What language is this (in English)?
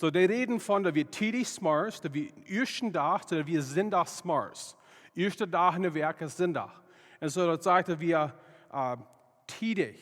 Plautdietsch